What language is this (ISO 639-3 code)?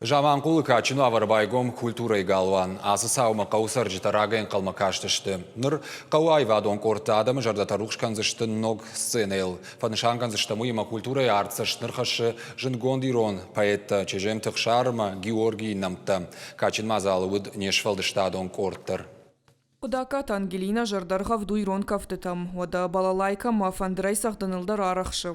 oss